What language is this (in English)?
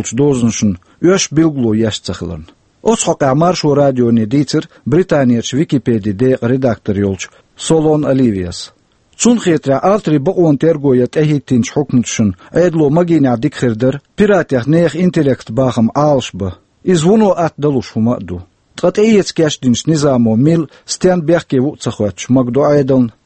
Chechen